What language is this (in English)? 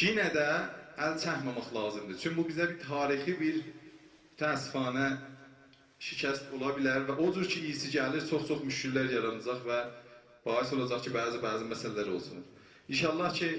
South Azerbaijani